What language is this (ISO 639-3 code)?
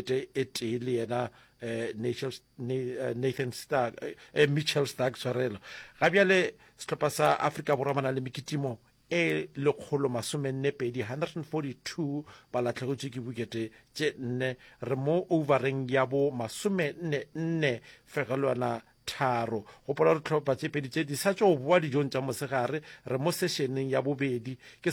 nso